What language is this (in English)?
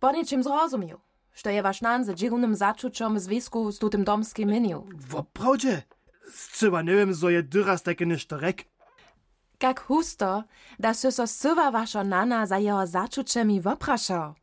Upper Sorbian